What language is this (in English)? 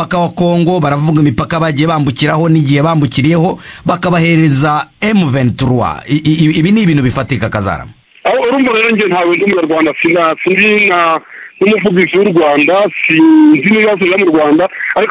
Kinyarwanda